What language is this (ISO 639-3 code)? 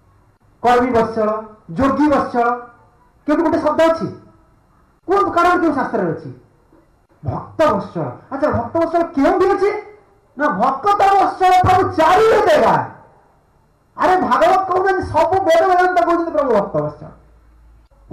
ori